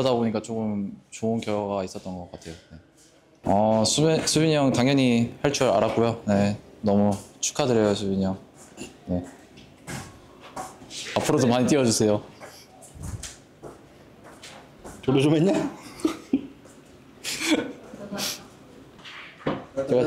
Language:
Korean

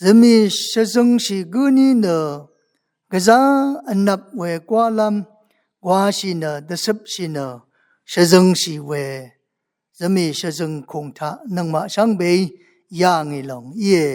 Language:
Rawang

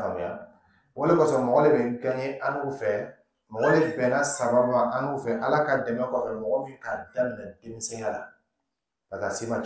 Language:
Dyula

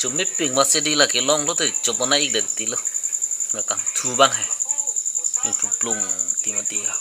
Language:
Karbi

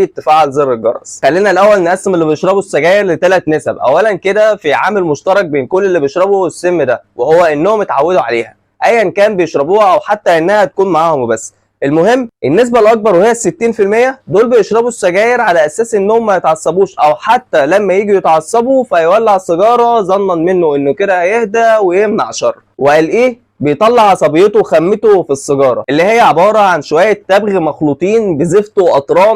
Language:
Egyptian Arabic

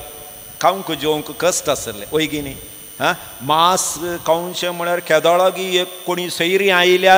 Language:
Konkani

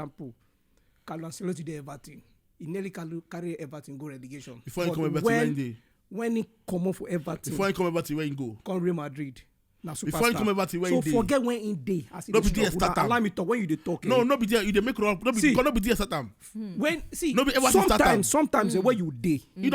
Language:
Nigerian Pidgin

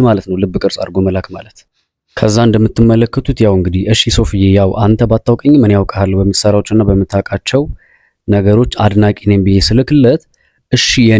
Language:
Amharic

